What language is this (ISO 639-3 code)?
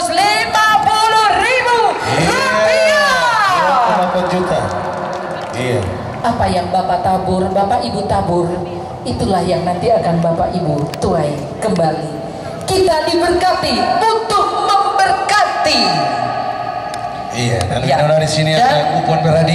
ind